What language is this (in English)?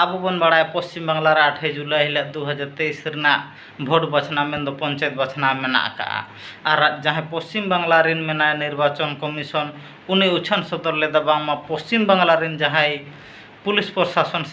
Santali